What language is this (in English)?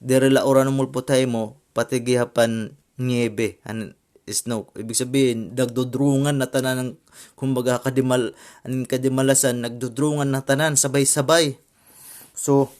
Waray